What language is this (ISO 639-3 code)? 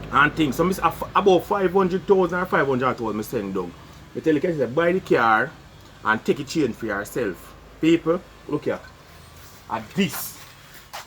jam